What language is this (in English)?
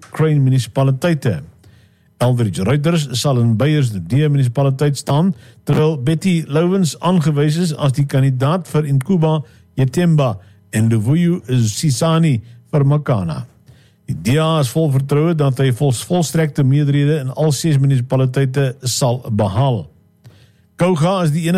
Afrikaans